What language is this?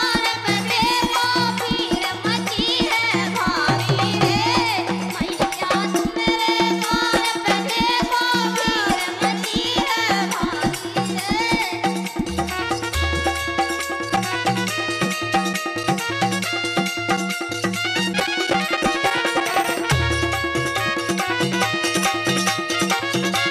Bundeli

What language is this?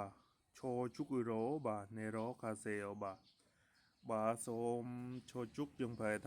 Khmer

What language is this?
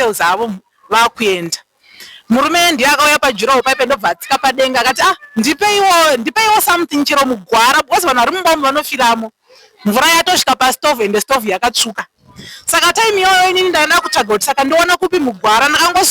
Shona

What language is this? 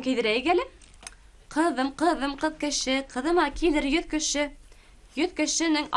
Bashkir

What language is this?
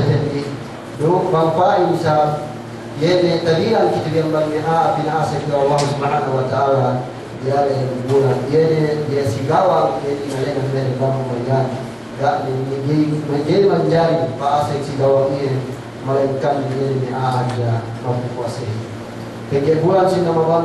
Yakan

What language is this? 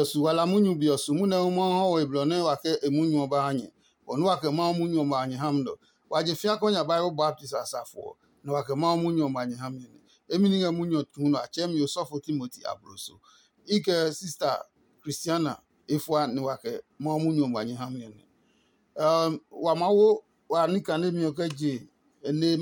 Adangme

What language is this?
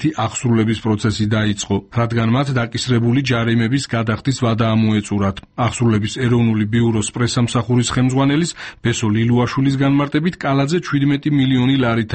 Georgian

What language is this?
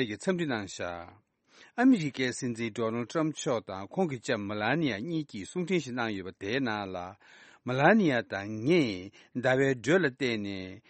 Tibetan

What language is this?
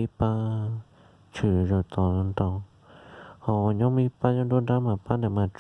Hmong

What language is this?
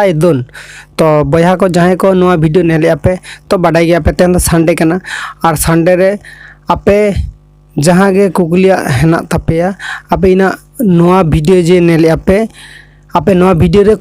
Santali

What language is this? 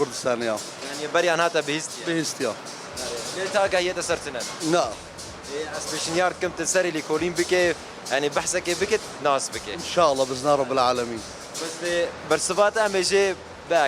Kurdish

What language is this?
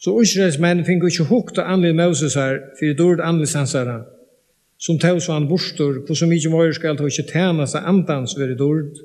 Faroese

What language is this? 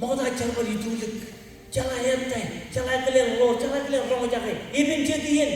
Marshallese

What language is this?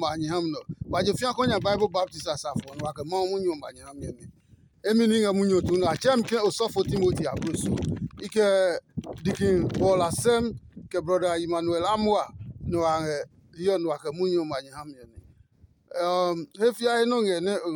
Adangme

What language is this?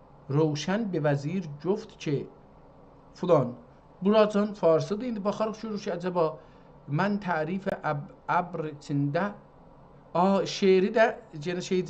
South Azerbaijani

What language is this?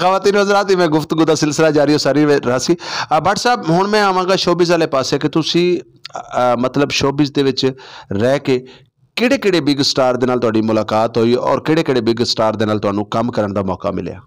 Saraiki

